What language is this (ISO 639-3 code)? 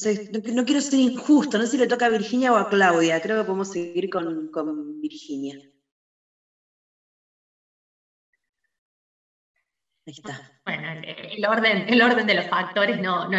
spa